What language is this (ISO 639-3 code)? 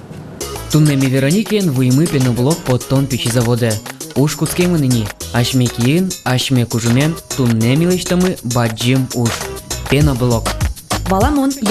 udm